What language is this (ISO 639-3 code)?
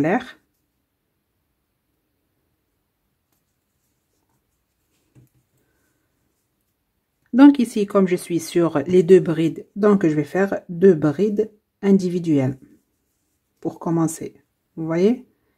fra